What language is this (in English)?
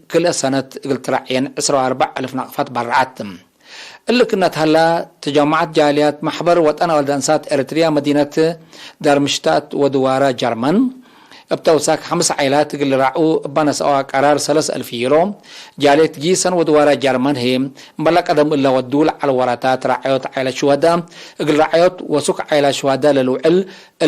Tigre